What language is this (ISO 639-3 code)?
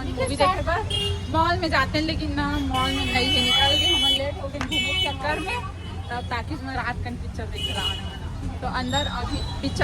hne